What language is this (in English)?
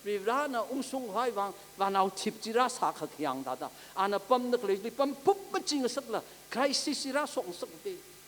Tangkhul Naga (India)